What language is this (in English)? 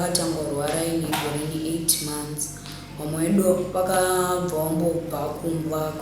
Shona